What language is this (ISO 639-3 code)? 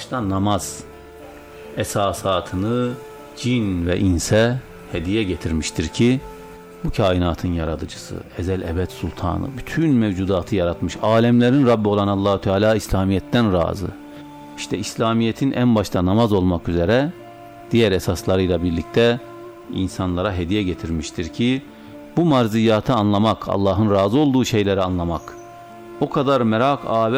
tur